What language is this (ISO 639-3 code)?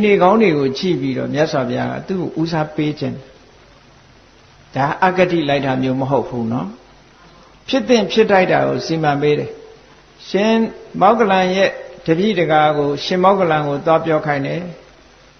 mya